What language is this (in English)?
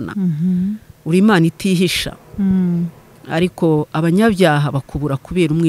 Kinyarwanda